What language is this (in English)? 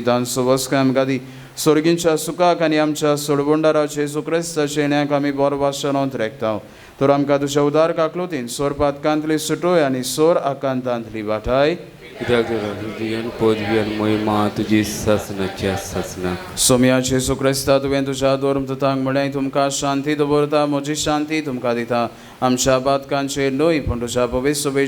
Konkani